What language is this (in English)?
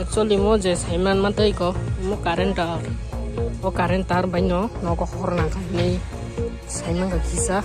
Kok Borok